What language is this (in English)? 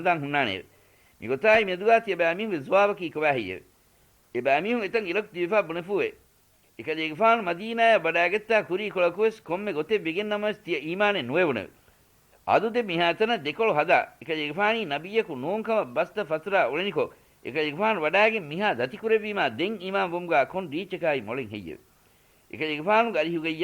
Divehi